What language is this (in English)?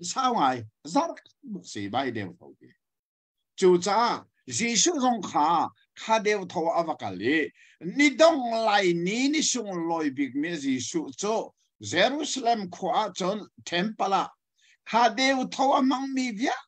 Hakha Chin